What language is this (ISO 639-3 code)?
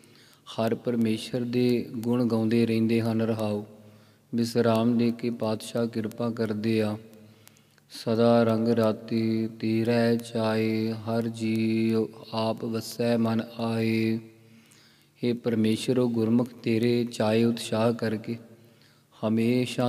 pan